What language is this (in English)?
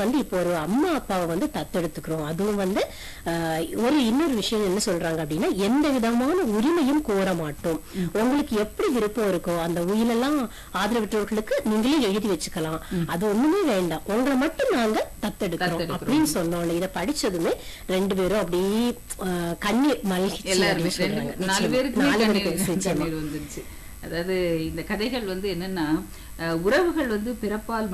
Tamil